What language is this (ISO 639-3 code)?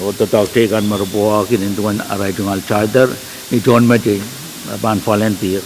pon